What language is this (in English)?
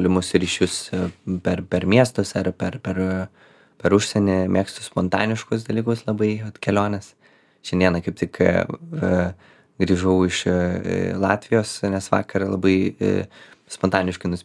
Lithuanian